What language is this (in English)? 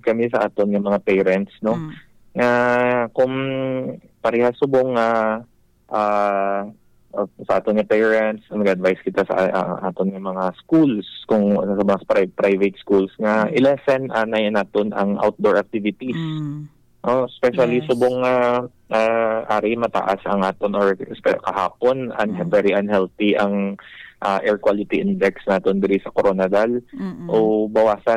Hiligaynon